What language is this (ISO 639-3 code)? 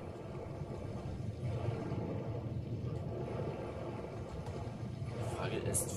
deu